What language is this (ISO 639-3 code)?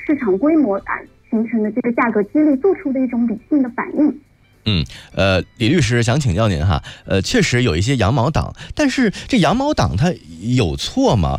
zho